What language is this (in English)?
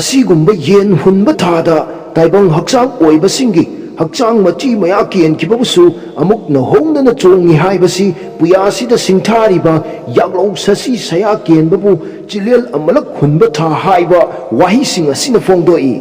Manipuri